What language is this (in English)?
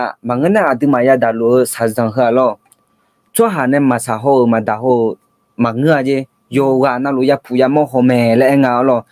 Akha